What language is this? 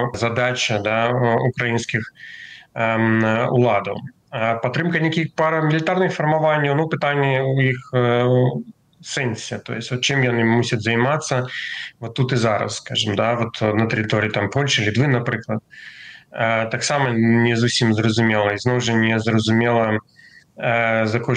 Belarusian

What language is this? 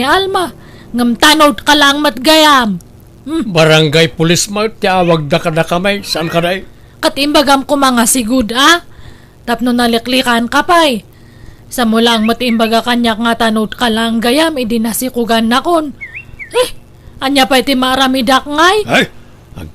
Iloko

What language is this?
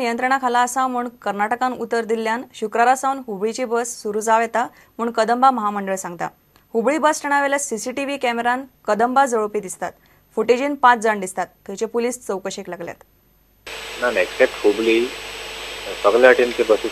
Konkani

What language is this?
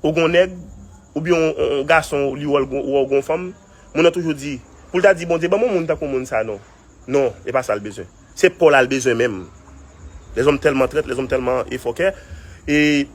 Haitian Creole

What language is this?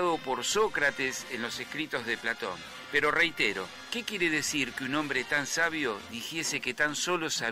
Spanish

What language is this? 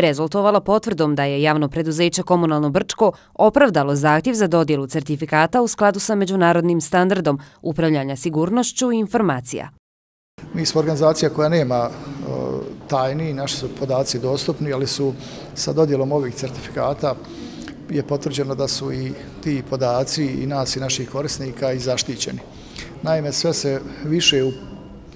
Bosnian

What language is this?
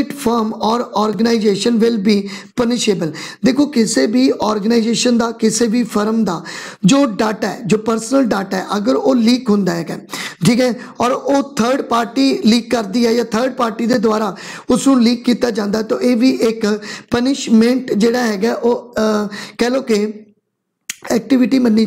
Punjabi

